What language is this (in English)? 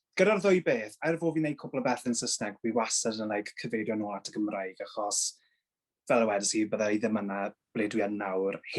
Welsh